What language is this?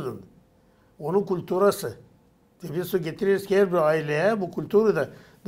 Gagauz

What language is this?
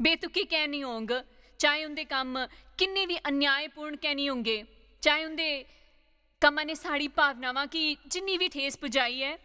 Dogri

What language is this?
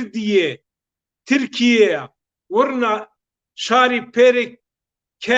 Zaza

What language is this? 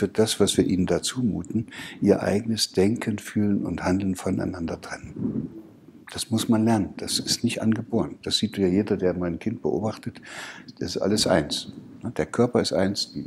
German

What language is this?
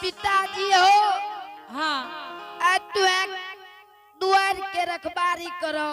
Angika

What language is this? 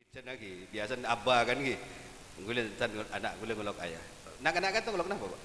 Madurese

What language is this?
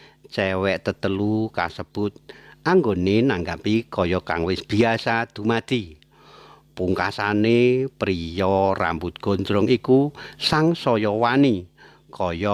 Javanese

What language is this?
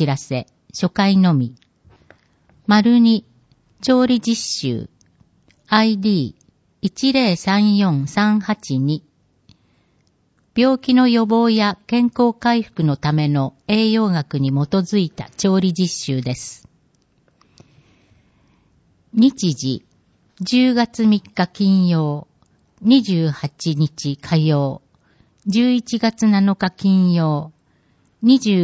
Japanese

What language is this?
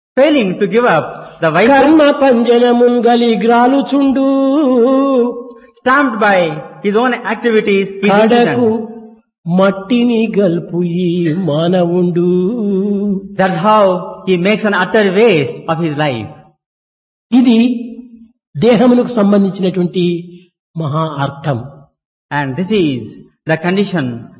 Telugu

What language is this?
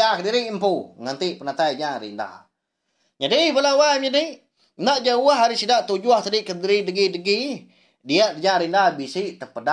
Iban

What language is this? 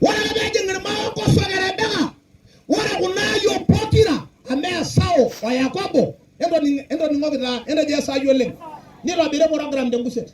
Masai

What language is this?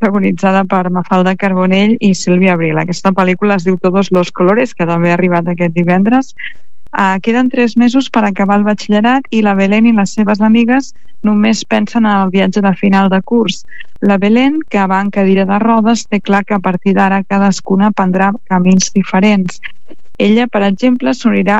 Catalan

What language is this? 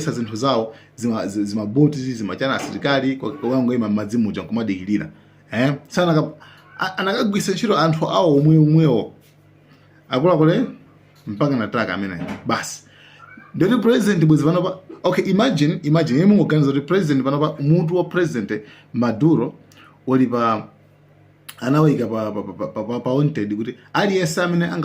Nyanja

